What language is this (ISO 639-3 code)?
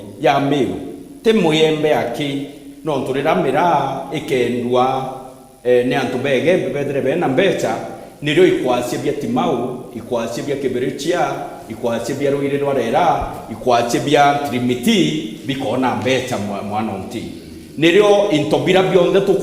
mer